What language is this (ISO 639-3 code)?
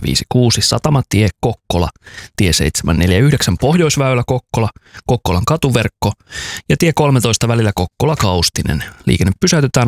fin